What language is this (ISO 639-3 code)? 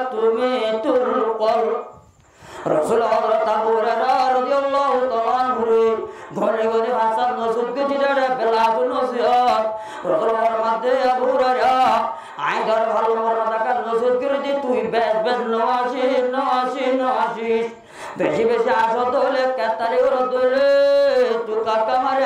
rhg